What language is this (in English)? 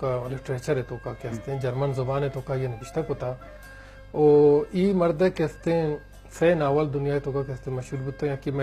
Eastern Balochi